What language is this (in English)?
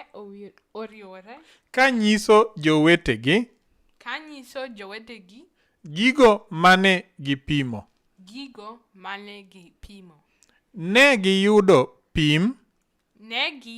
Luo (Kenya and Tanzania)